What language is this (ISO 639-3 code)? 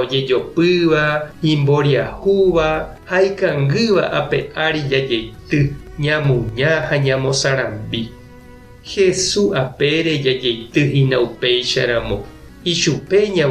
grn